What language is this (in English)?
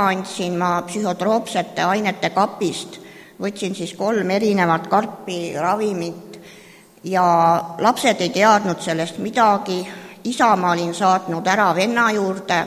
Estonian